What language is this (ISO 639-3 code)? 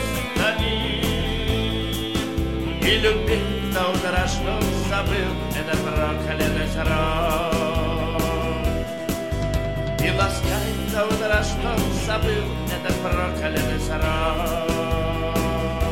rus